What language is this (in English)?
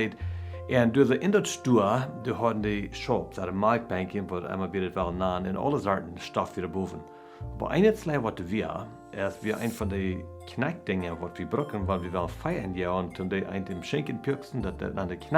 Plautdietsch